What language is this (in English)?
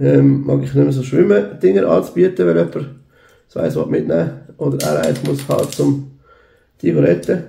Swiss German